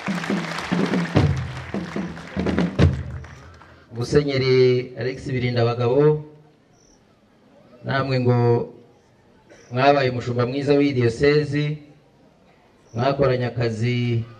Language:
Kinyarwanda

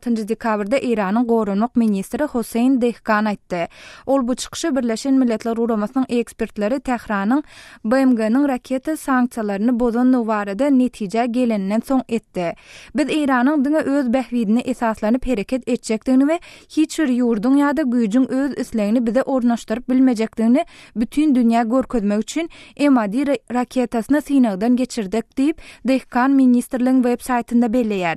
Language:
Turkmen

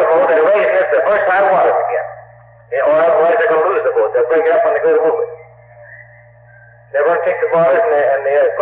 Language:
English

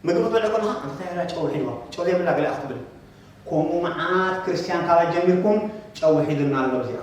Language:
Tigrinya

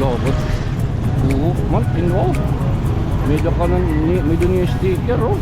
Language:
Waray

